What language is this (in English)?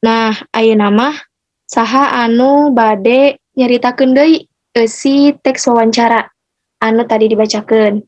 Sundanese